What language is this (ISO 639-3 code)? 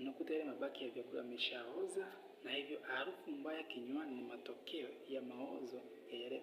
swa